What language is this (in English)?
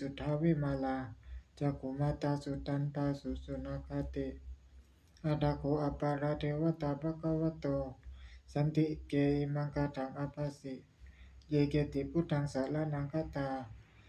Pali